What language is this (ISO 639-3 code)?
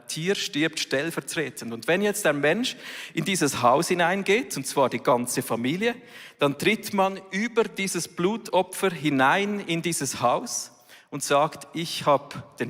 gsw